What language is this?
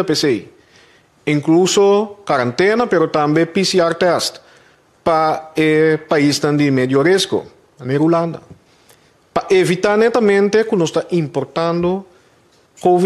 Papiamento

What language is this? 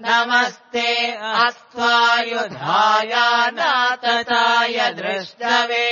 Sanskrit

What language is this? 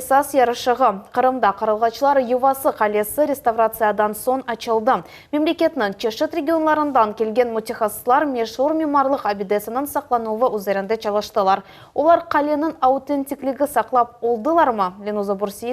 Crimean Tatar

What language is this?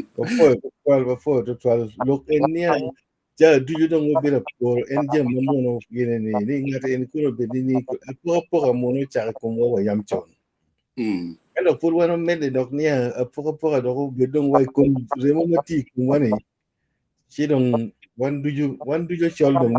Acoli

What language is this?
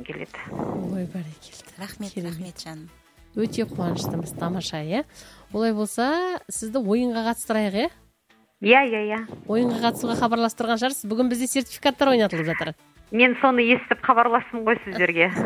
Kazakh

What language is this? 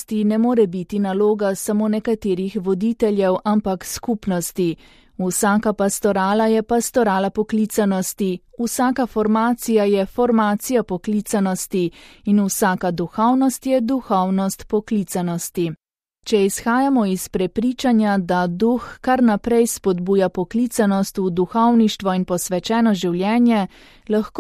Slovenian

